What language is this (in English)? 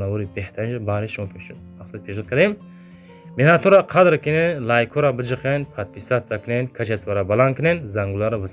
Tajik